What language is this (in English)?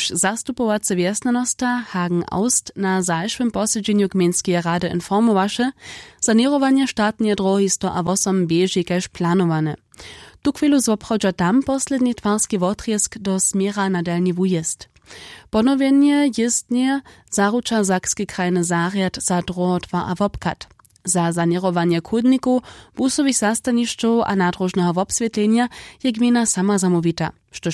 Upper Sorbian